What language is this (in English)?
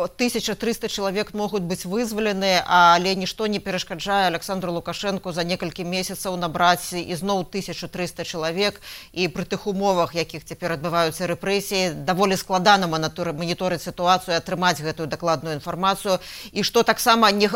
Belarusian